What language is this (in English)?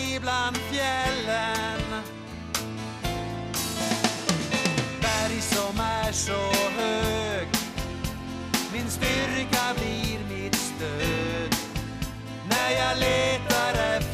Swedish